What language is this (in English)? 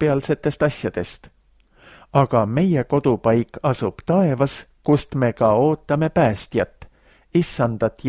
Estonian